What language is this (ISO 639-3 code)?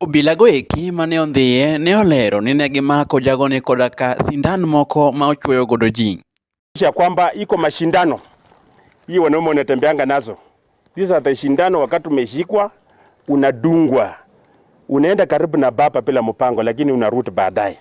luo